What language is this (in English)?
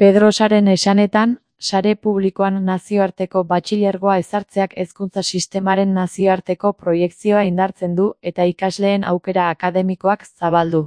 Basque